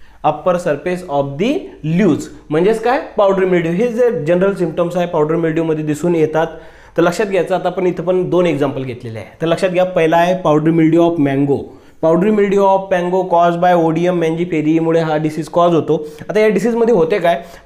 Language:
Marathi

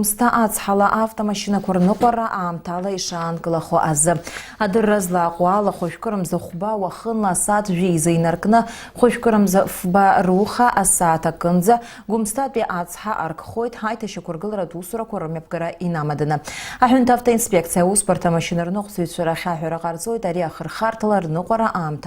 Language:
Abkhazian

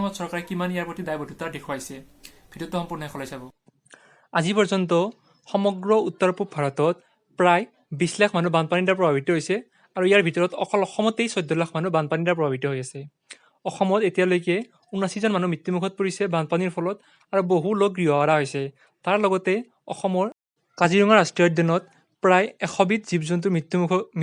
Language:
Assamese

